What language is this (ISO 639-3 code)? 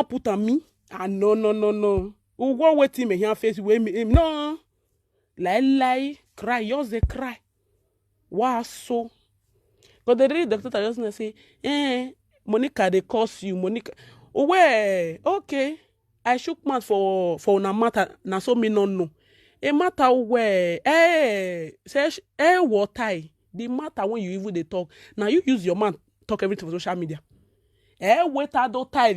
pcm